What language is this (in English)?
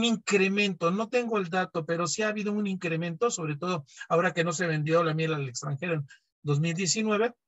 Spanish